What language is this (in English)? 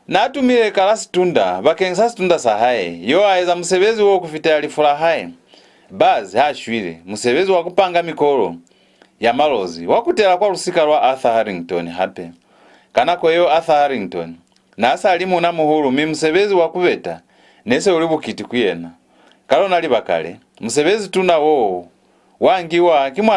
Lozi